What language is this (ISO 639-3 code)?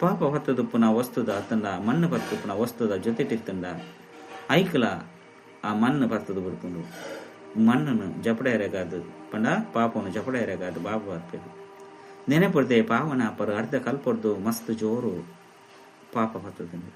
tcy